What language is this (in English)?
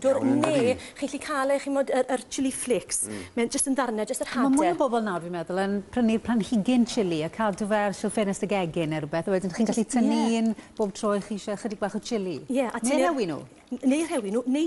Welsh